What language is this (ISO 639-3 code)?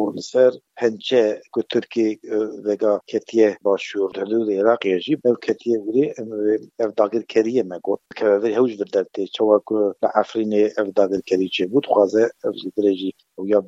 kur